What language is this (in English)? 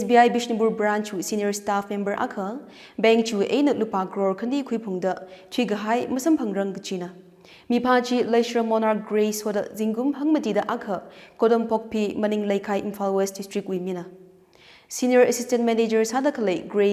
Tangkhul Naga (India)